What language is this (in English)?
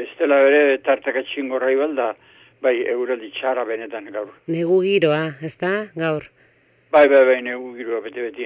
Basque